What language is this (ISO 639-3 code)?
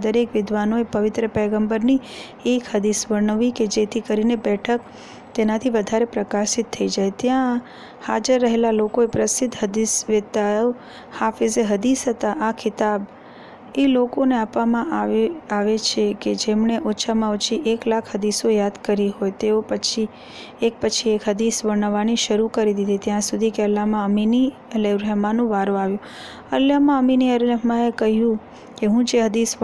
guj